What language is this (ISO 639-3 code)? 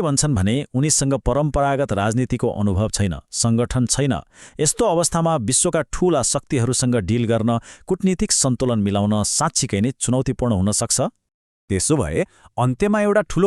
nep